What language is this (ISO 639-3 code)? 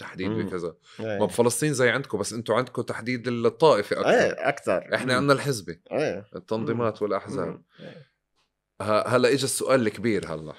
apc